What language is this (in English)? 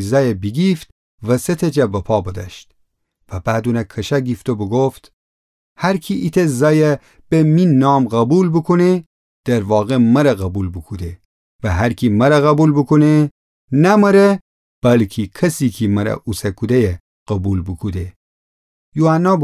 Gilaki